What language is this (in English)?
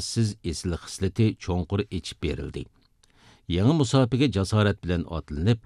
Uyghur